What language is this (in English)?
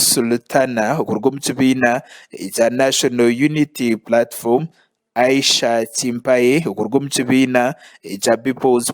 Nyankole